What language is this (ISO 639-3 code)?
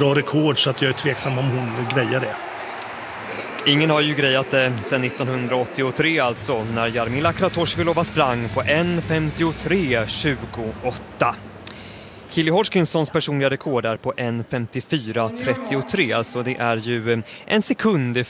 swe